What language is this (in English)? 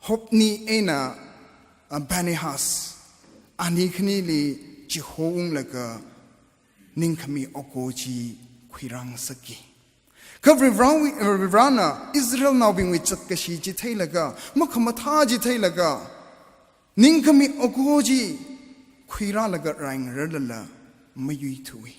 Tangkhul Naga (India)